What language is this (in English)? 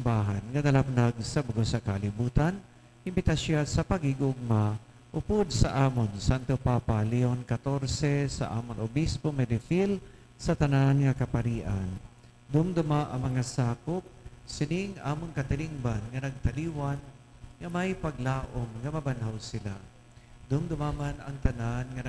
Hiligaynon